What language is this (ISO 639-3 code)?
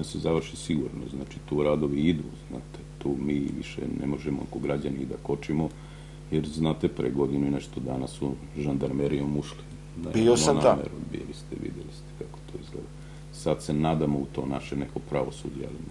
srp